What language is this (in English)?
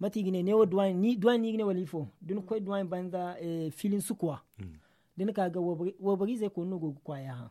Zarma